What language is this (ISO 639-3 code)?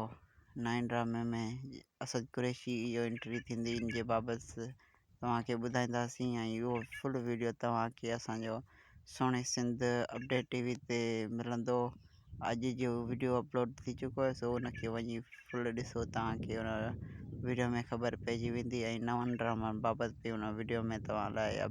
snd